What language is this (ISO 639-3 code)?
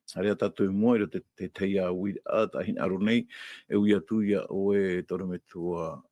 tah